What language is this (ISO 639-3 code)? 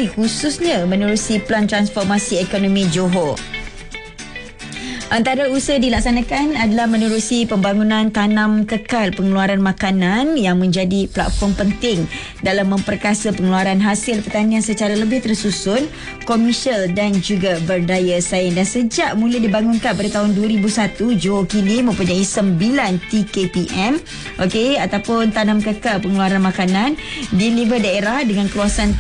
msa